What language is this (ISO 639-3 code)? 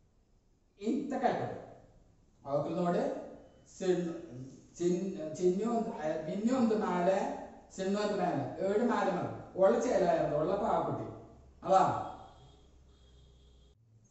mal